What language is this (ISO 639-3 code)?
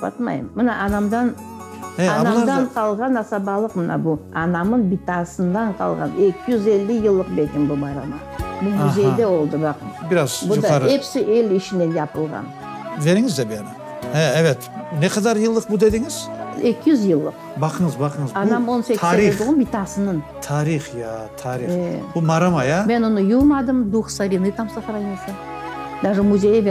crh